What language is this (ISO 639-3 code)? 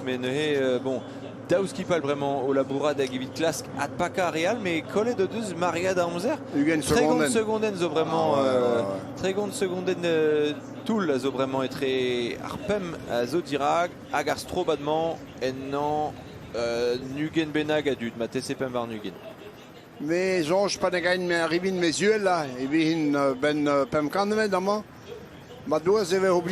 bre